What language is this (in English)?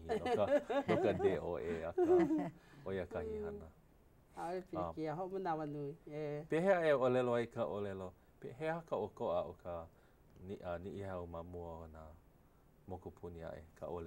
Hawaiian